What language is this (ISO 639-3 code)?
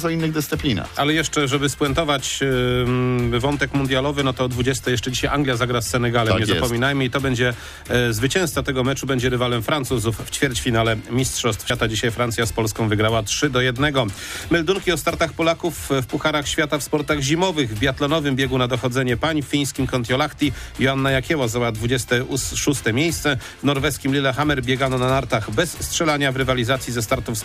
pol